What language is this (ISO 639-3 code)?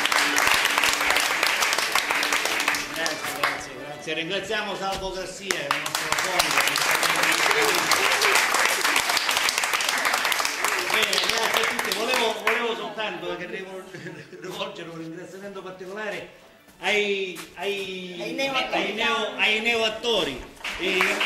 ita